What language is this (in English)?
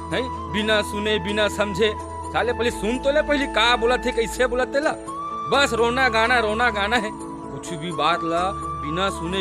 Chhattisgarhi